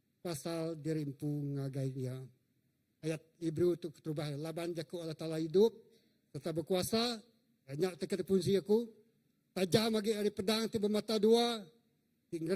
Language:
Iban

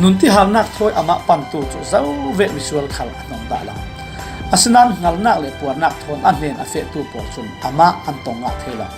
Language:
Falam Chin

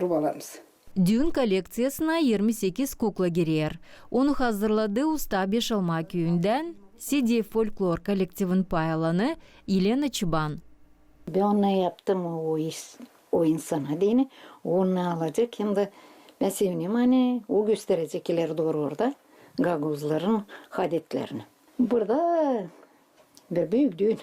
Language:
Gagauz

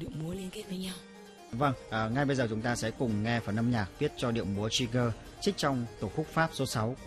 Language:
Vietnamese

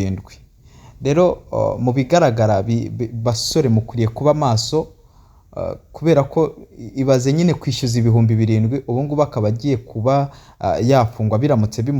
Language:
Kinyarwanda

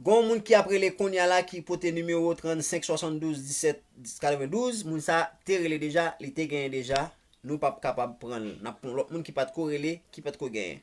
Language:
Haitian Creole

